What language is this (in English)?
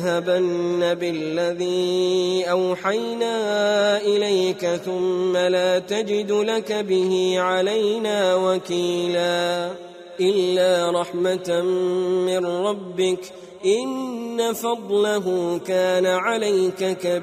Arabic